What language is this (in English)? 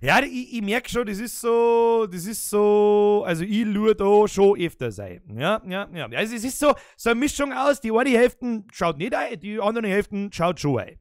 Bavarian